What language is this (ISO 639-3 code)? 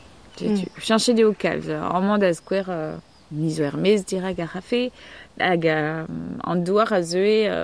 bre